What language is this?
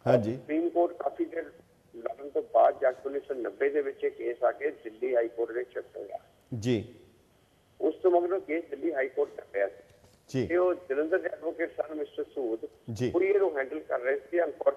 Punjabi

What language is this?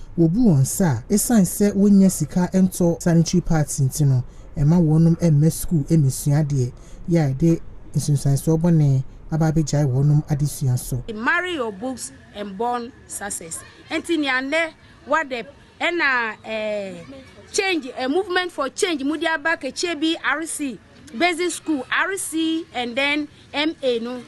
Akan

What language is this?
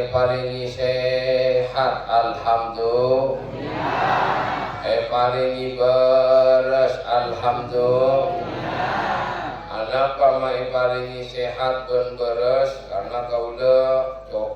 Madurese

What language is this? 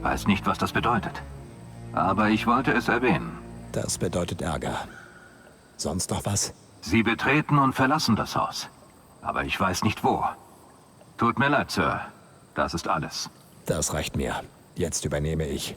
Bavarian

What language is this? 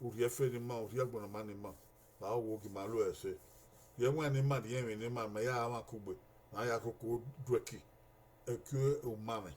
Bini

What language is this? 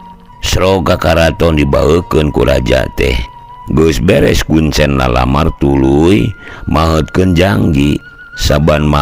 Sundanese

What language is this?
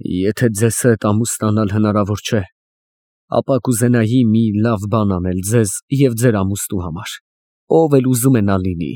Armenian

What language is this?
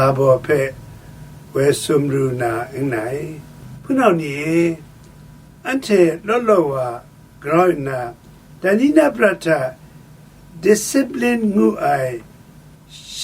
Kachin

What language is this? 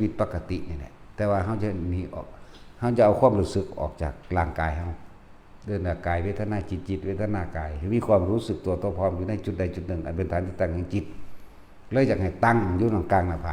Northeastern Thai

